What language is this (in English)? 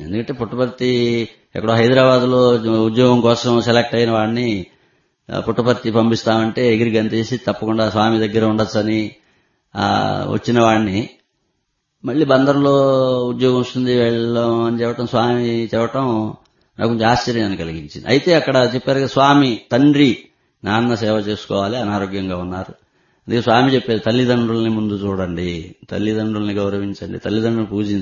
Telugu